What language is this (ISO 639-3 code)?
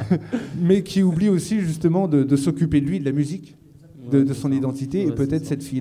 fra